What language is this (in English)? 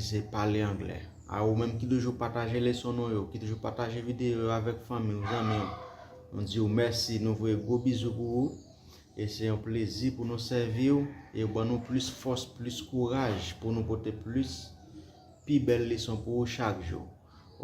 Haitian Creole